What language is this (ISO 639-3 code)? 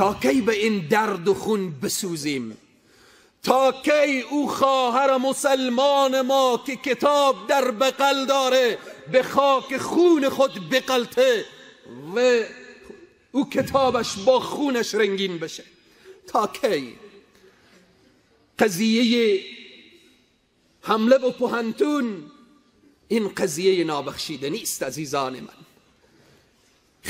fas